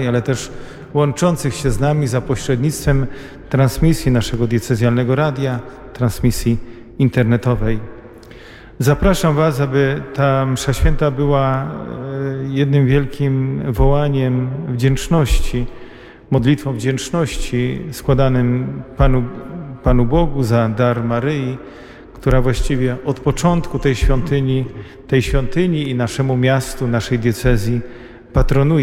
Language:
Polish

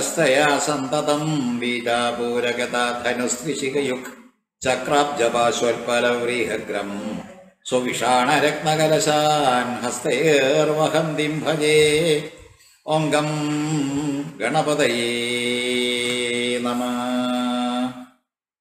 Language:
Malayalam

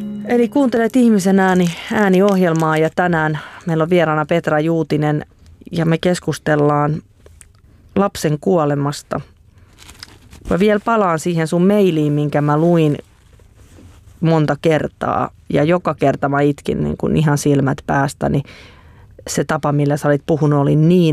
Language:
Finnish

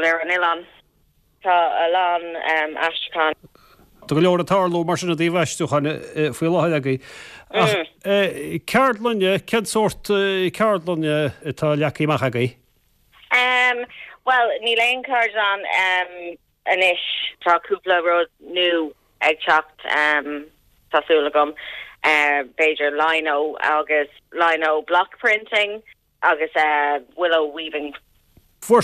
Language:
Irish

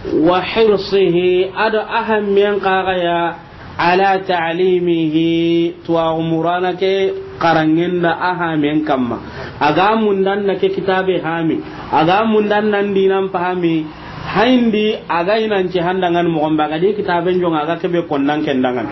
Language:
Soninke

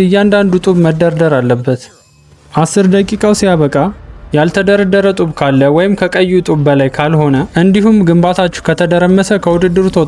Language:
Amharic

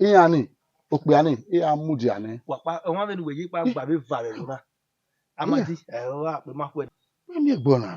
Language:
Bini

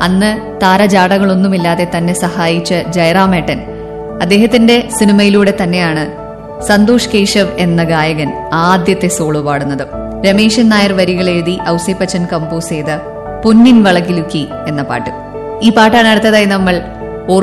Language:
Malayalam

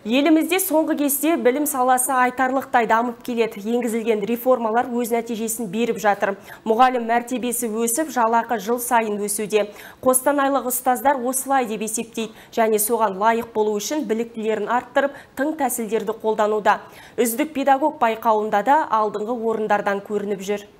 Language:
Kazakh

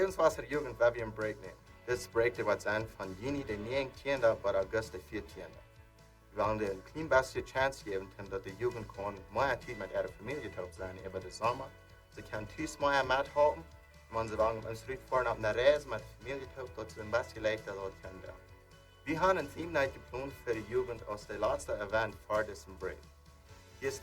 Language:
Plautdietsch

